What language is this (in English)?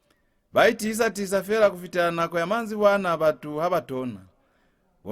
Lozi